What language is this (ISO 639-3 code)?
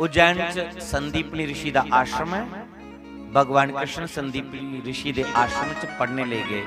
doi